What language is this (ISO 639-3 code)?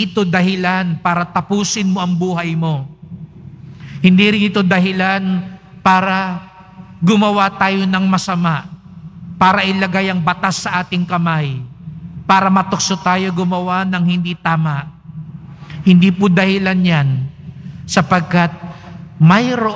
fil